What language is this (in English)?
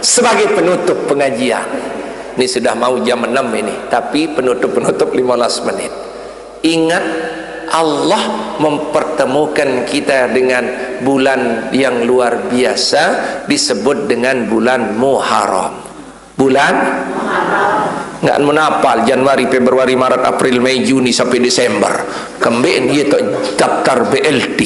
Sasak